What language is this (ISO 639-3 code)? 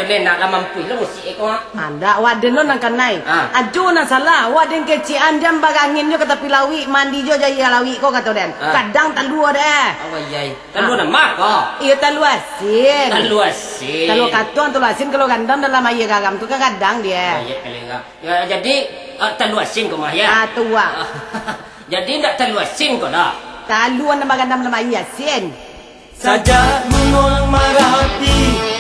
min